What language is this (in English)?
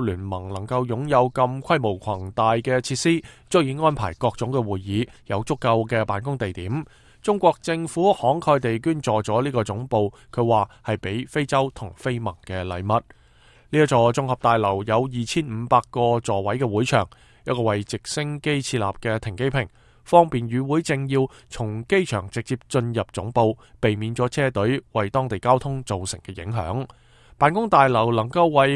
Cantonese